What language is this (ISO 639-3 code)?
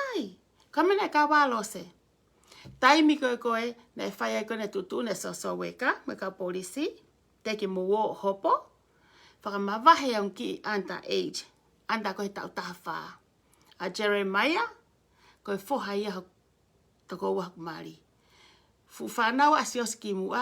ton